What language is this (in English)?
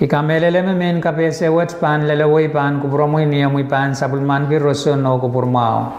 Pohnpeian